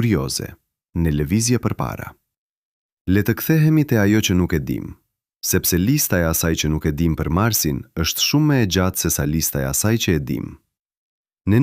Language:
Albanian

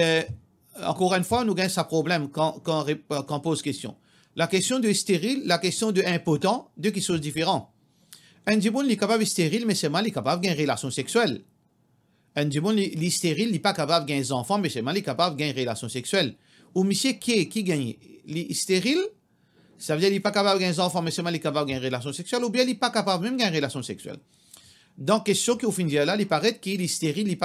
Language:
Morisyen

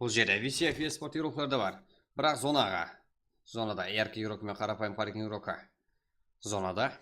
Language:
Kara-Kalpak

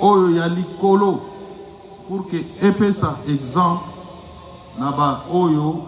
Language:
Lingala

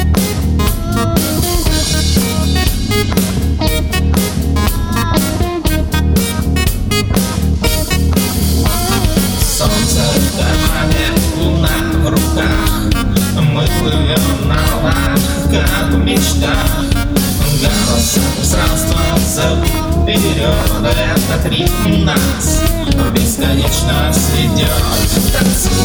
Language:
Russian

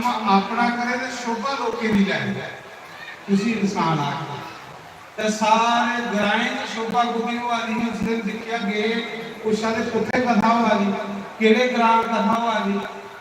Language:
Dogri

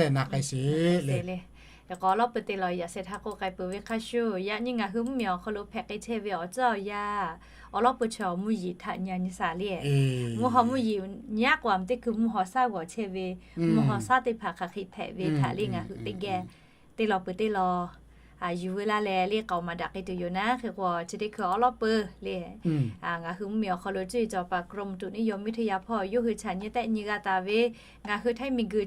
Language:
Lahu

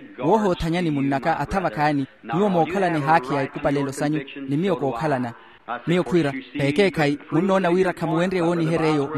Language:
Makhuwa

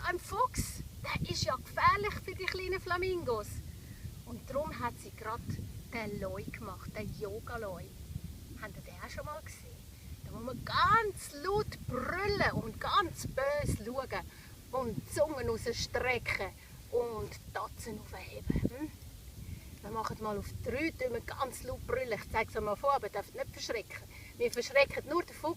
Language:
Swiss German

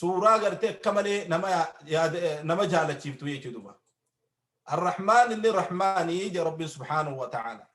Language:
Oromo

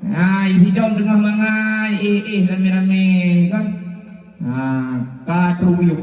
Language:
Achinese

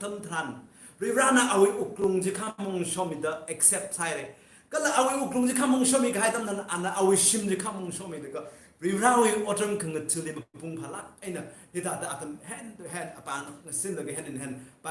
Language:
Tangkhul Naga (India)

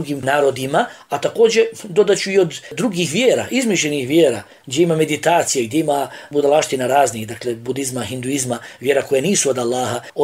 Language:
Bosnian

